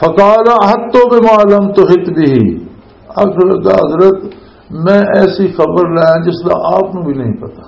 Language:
Western Panjabi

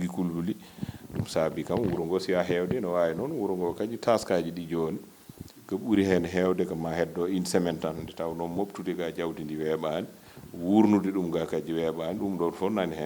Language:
Fula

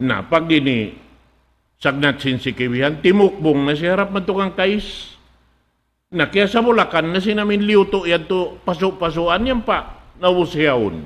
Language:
Tausug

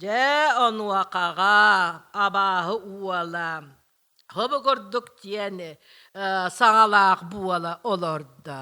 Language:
Yakut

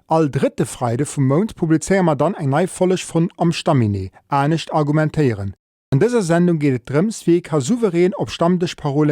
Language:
Luxembourgish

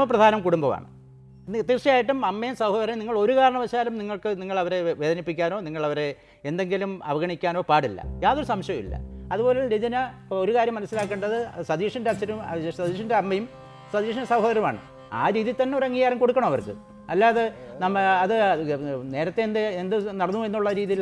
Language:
Malayalam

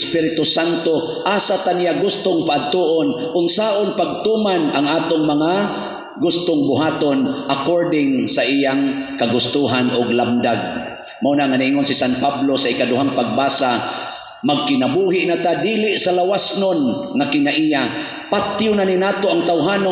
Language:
Cebuano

